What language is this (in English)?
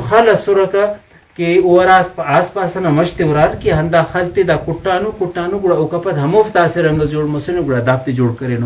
Brahui